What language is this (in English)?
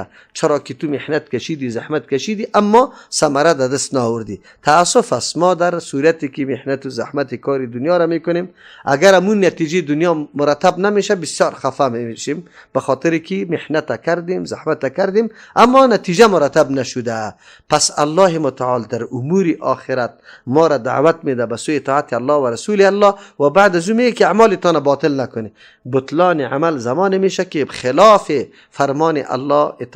Persian